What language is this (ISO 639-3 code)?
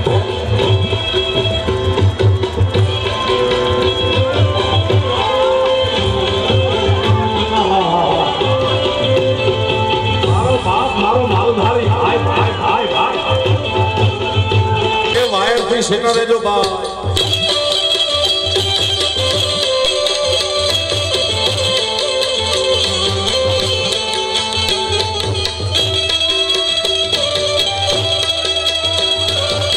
guj